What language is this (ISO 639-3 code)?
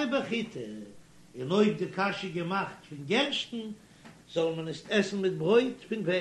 yid